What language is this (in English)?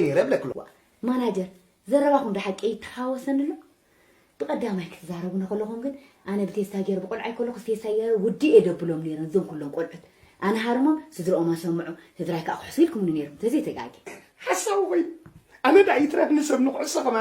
Tigrinya